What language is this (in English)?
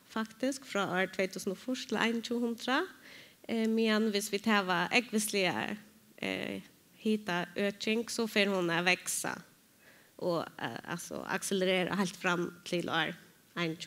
Faroese